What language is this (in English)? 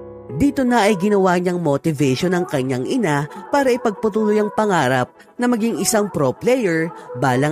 Filipino